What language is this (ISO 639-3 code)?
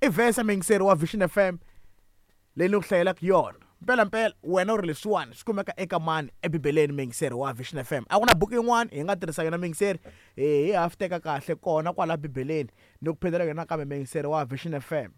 tso